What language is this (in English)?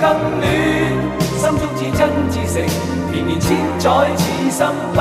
Cantonese